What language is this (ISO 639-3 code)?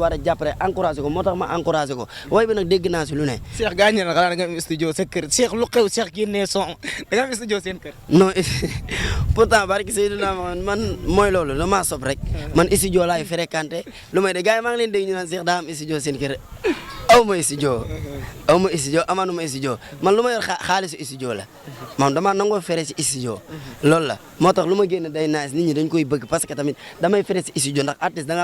wol